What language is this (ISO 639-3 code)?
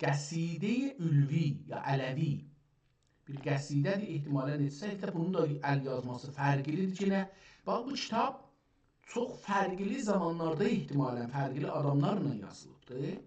azb